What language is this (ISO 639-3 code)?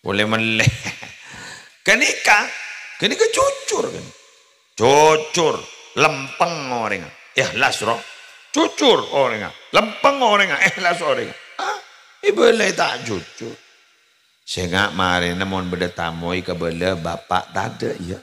mad